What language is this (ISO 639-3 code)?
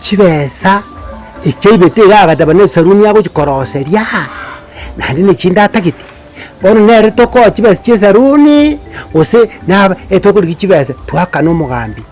guz